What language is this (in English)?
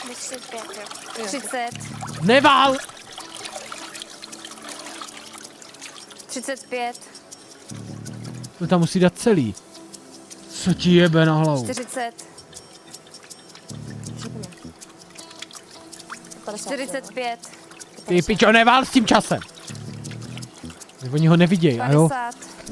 Czech